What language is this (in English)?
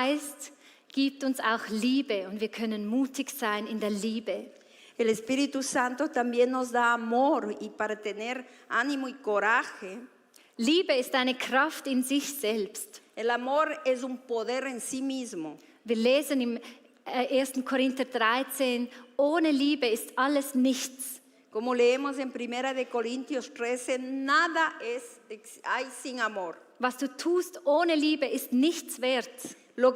Swiss German